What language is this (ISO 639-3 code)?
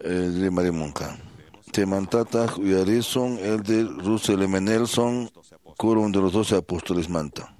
que